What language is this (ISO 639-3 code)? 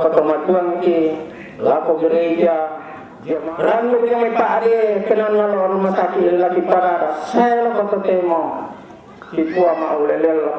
sda